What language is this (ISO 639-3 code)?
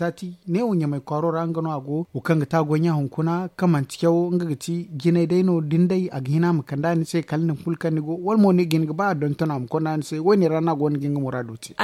dje